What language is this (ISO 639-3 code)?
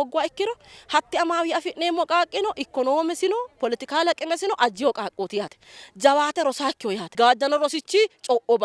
sid